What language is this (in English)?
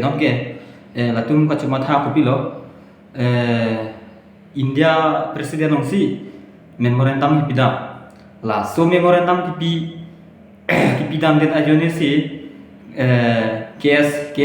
Karbi